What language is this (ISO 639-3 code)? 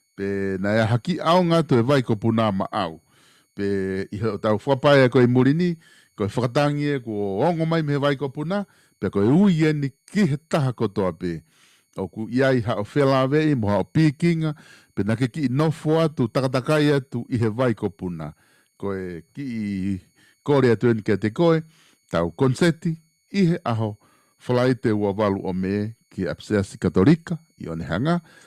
ton